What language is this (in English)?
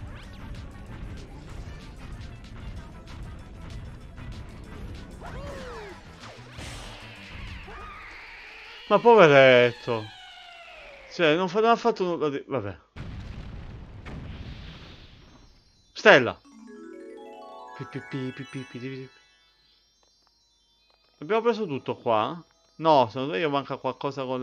Italian